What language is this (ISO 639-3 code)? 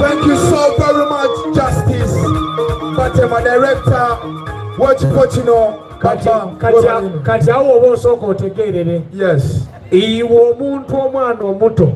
xog